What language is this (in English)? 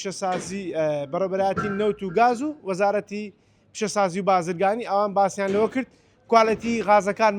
Central Kurdish